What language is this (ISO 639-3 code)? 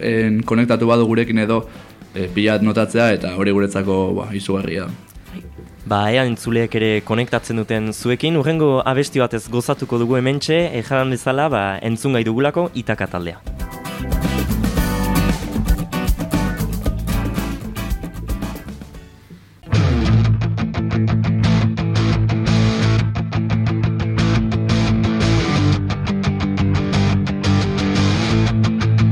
eus